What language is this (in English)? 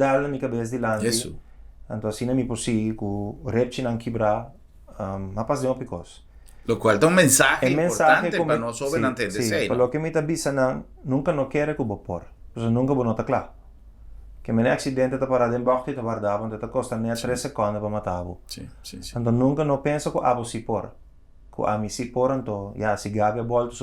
Papiamento